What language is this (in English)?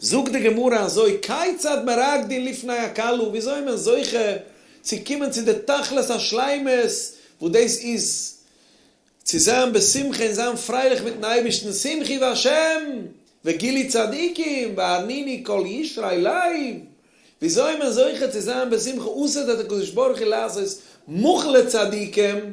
Yiddish